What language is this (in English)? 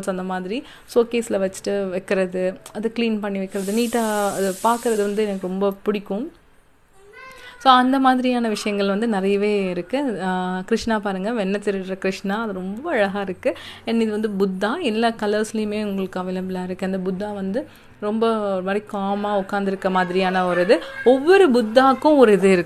Tamil